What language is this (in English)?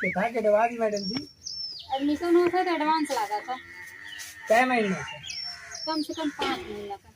Awadhi